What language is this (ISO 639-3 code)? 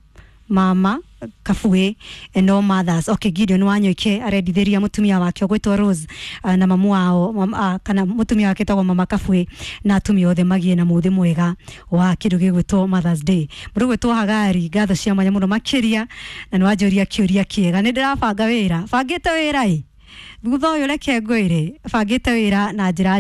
kik